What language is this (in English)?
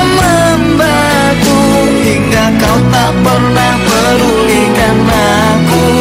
Indonesian